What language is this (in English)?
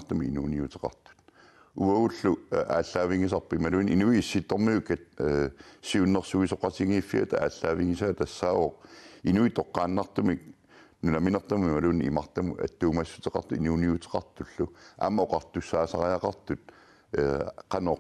Kalaallisut